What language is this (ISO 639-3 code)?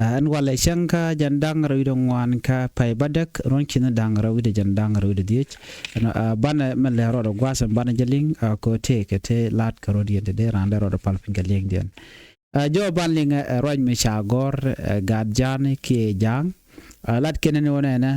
nus